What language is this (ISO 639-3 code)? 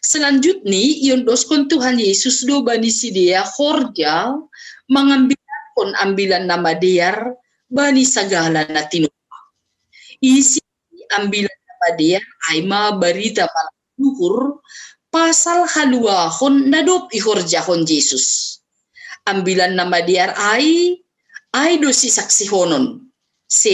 bts